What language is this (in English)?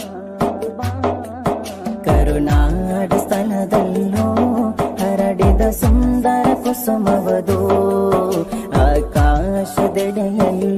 Kannada